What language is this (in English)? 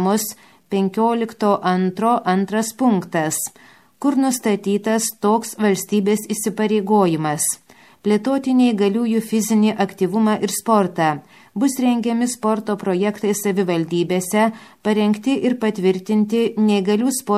Lithuanian